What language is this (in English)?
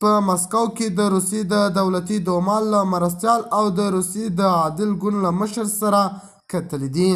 Pashto